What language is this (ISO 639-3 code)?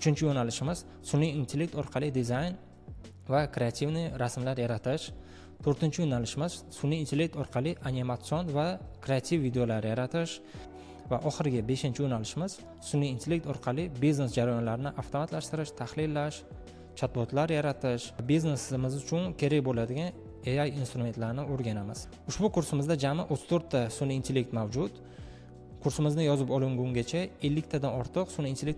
uzb